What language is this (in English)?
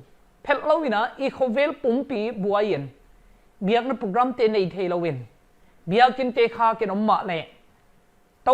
Paite Chin